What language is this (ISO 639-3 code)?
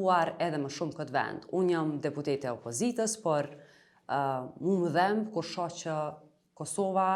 sqi